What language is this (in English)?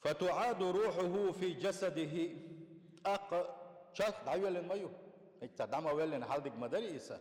Chechen